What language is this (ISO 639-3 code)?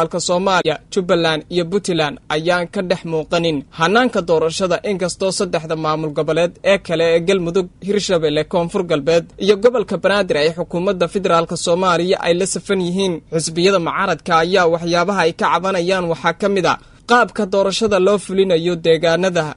som